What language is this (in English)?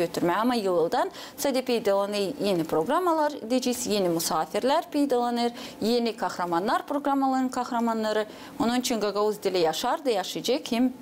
Gagauz